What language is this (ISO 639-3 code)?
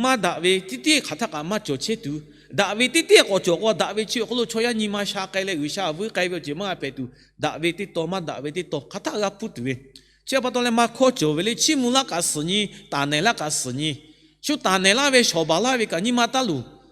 lhu